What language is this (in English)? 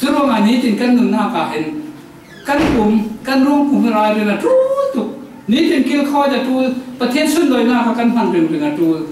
Falam Chin